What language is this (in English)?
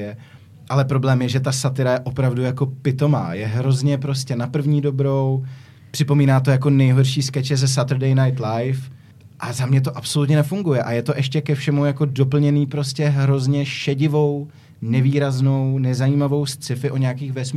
Czech